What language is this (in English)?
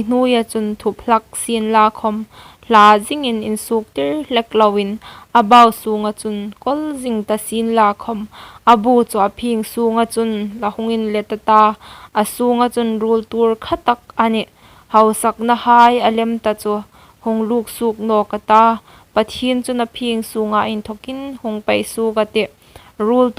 Hmar